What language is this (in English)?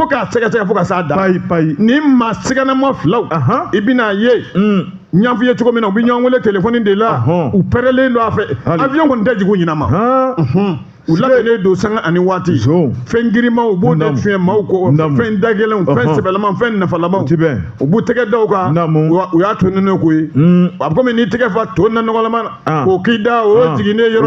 Bambara